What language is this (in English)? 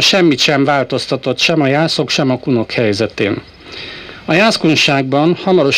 Hungarian